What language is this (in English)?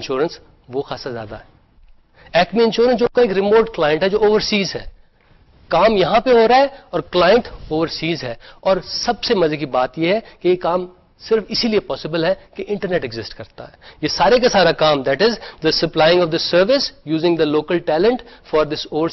Urdu